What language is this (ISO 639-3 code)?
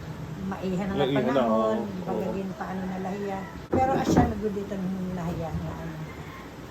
war